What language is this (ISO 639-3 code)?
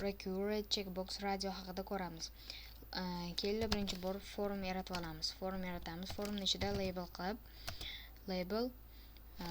uzb